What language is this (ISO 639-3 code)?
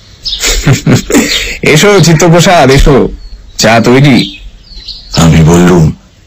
ben